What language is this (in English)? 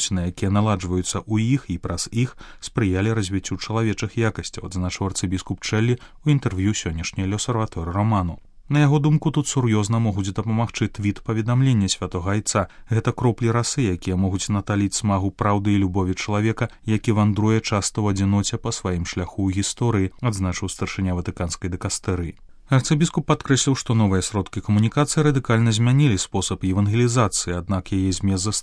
Belarusian